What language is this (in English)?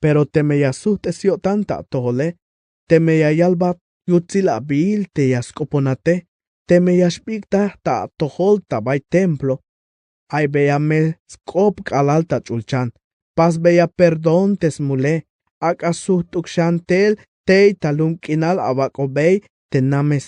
Tzeltal